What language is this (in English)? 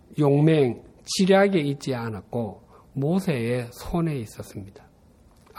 Korean